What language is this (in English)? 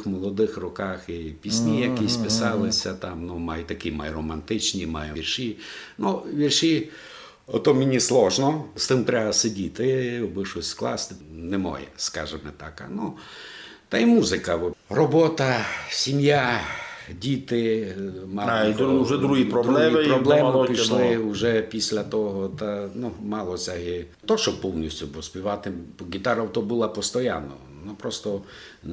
Rusyn